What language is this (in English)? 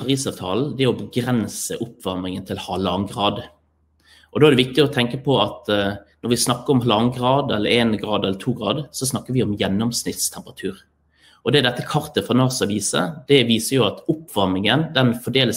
Norwegian